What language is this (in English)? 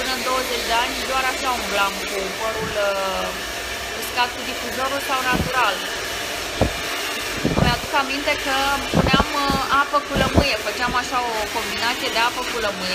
Romanian